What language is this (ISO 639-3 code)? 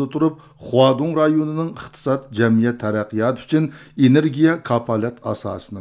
uig